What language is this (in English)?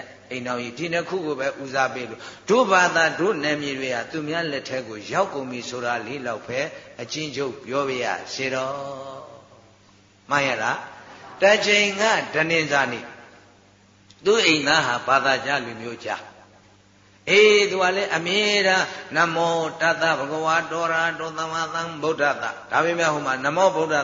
Burmese